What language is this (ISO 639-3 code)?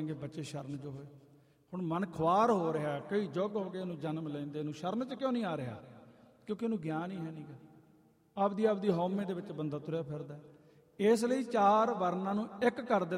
pan